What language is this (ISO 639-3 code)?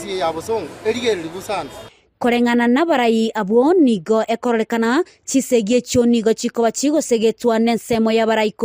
guz